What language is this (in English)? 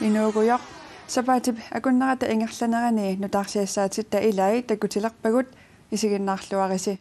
Kalaallisut